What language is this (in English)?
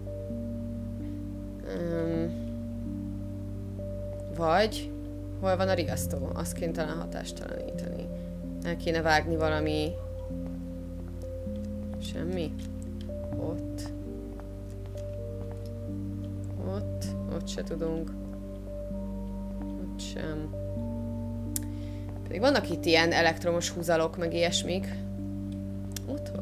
Hungarian